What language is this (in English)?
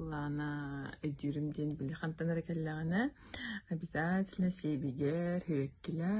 Yakut